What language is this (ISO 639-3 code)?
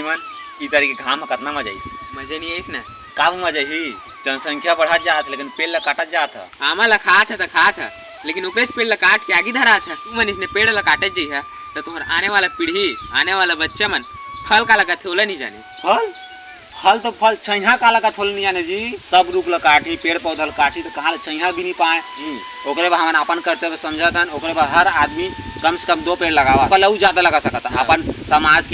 hne